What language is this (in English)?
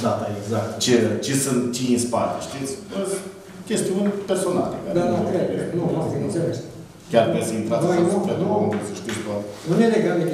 Romanian